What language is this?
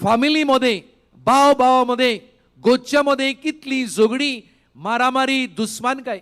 Konkani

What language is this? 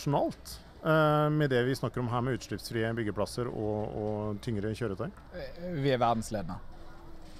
Norwegian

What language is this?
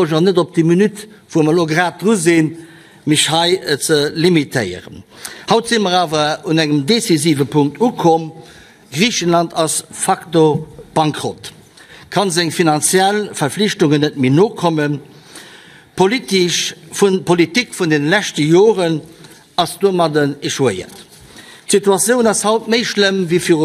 Luxembourgish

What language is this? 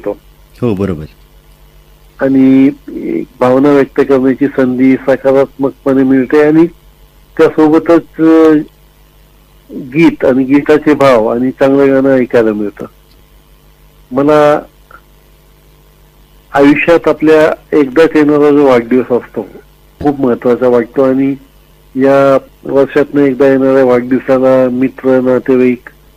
Marathi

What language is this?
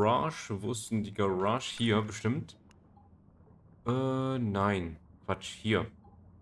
German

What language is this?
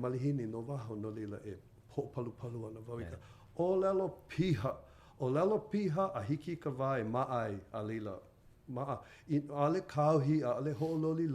Hawaiian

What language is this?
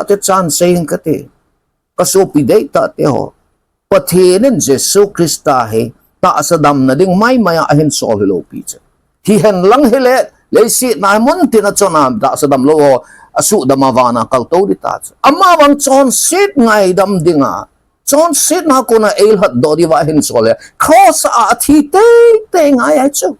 Thado Chin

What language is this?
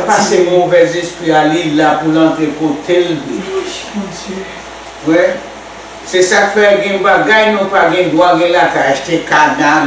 Haitian Creole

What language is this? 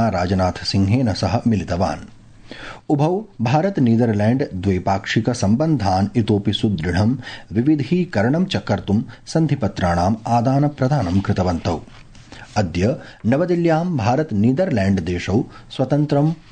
Sanskrit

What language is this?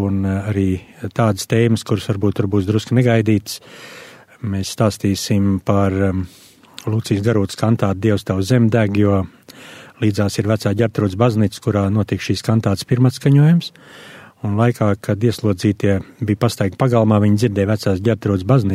Latvian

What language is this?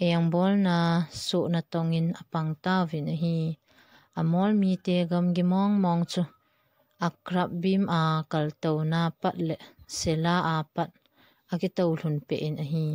Thado Chin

